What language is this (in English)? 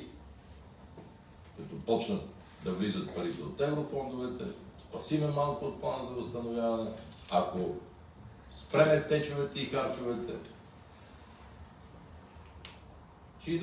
Bulgarian